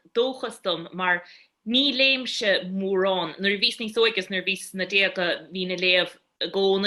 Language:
Irish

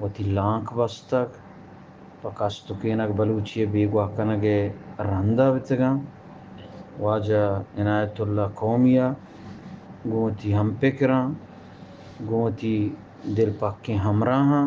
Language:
Eastern Balochi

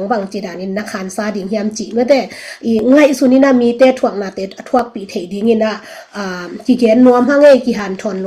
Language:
Tedim Chin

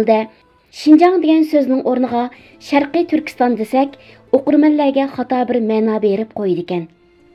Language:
Uyghur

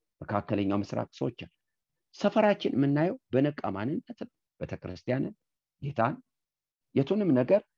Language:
Amharic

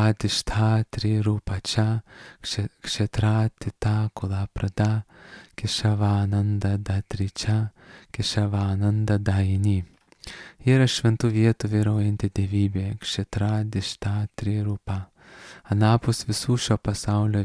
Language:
Lithuanian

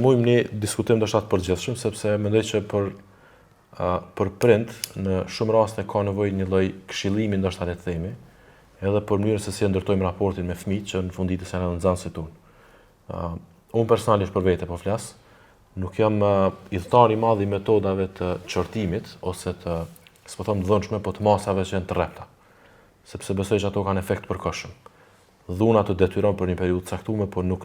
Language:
Albanian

